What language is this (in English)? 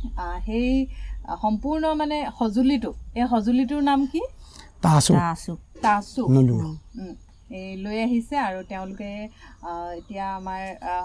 Assamese